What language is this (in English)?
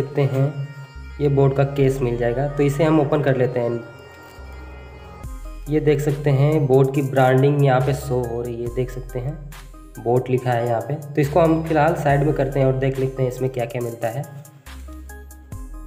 Hindi